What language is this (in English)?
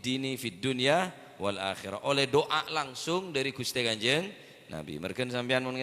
Madurese